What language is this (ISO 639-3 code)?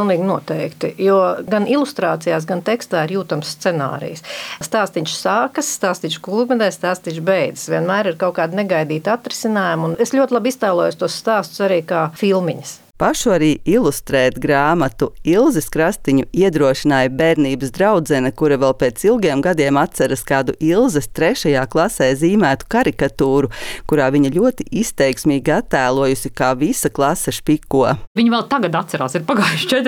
lav